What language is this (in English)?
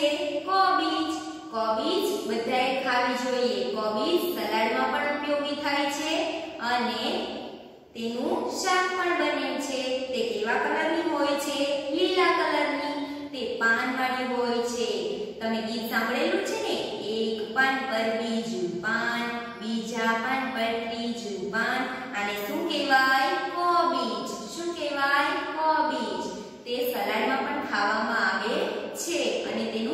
Gujarati